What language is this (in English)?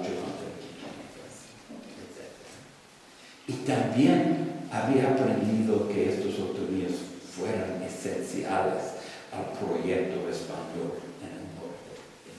Spanish